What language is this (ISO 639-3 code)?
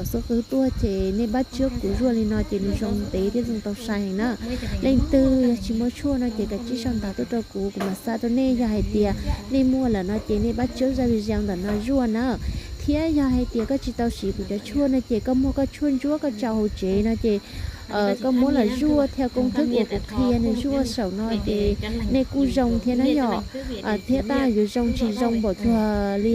hmn